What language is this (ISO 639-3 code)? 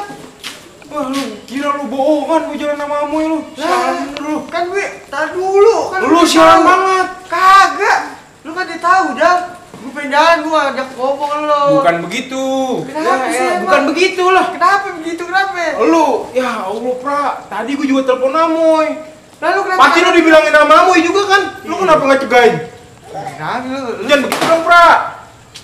bew